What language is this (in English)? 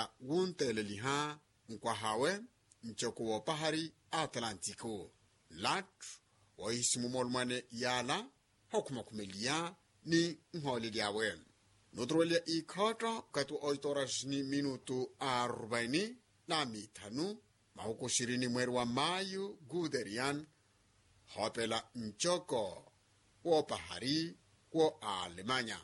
Makhuwa